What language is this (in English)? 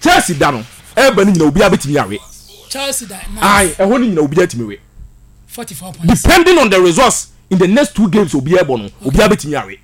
Akan